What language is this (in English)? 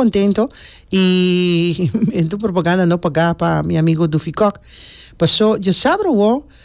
Papiamento